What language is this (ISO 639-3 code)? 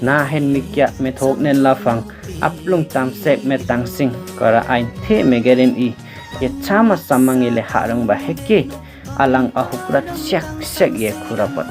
lif